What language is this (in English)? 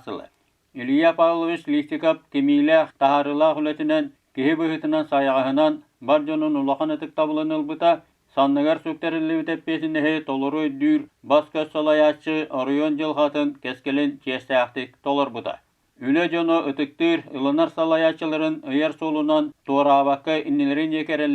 Yakut